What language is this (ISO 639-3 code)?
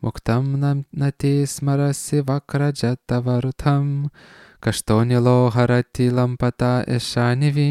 lit